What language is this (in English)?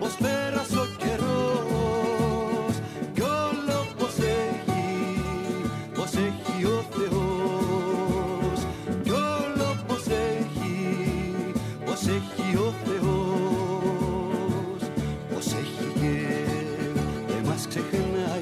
Greek